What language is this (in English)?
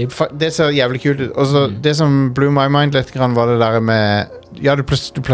Norwegian